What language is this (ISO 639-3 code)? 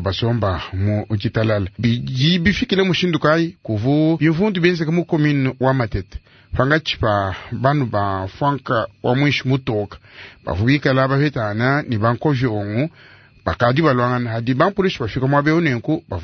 lua